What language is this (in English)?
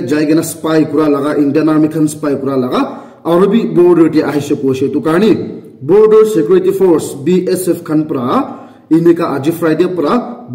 Naga Pidgin